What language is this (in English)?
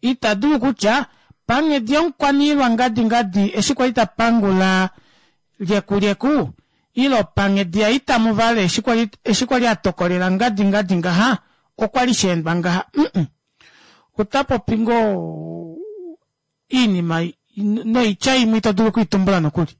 Kuanyama